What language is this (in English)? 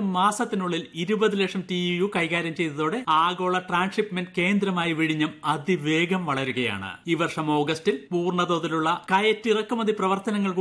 Malayalam